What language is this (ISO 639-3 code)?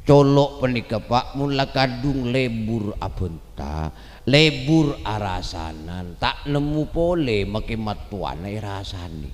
mad